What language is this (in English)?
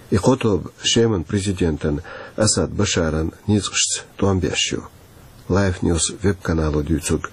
Chechen